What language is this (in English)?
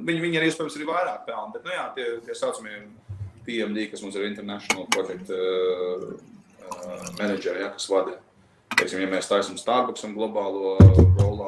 Latvian